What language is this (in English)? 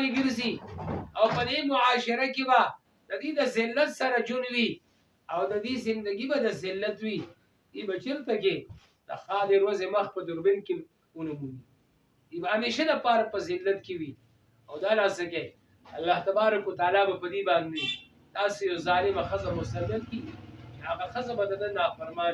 Pashto